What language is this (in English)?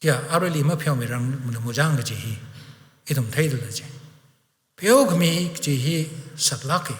Tangkhul Naga (India)